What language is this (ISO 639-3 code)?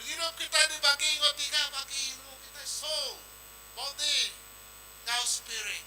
iba